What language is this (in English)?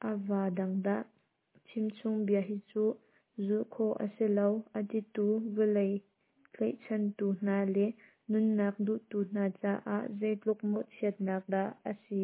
Hakha Chin